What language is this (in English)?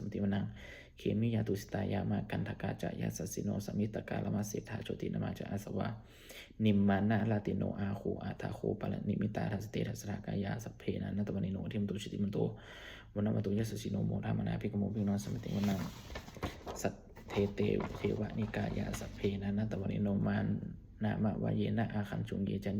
Pali